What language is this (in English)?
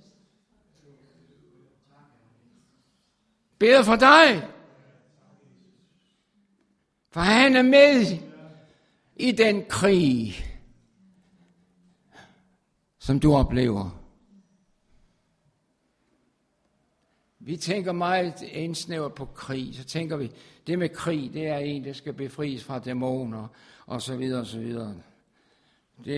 Danish